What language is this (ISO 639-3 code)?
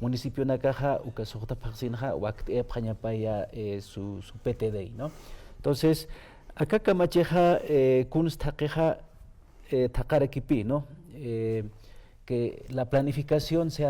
aym